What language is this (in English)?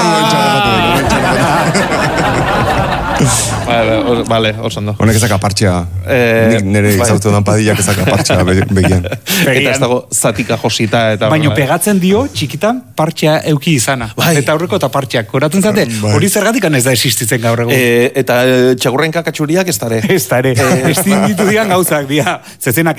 Basque